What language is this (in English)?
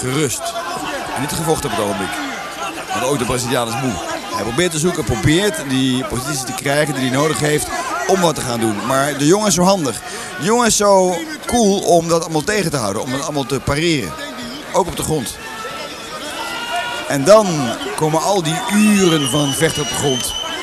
Dutch